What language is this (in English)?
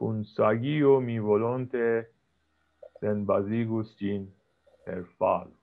Esperanto